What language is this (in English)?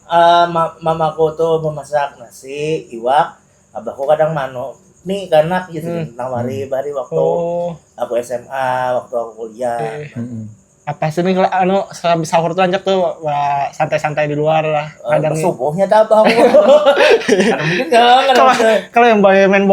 Banjar